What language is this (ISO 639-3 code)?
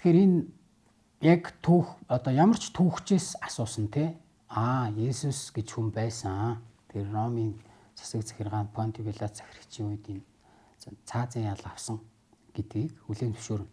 mon